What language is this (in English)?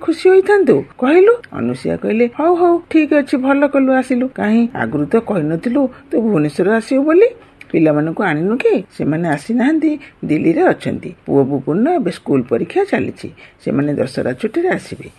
Odia